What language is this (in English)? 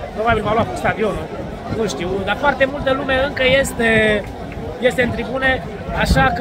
Romanian